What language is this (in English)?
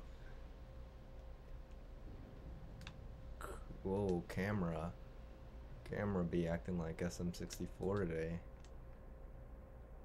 English